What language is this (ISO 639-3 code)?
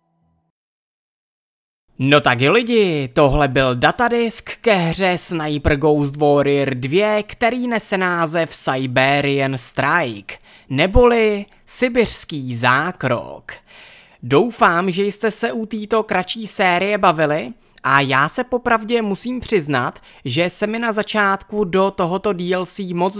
ces